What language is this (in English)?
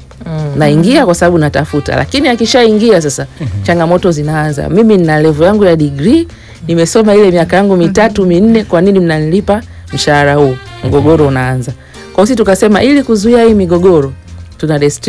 Swahili